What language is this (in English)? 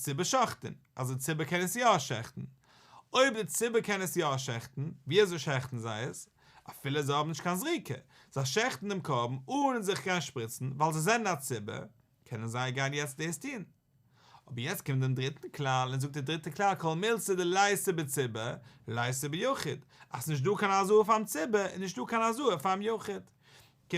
Yiddish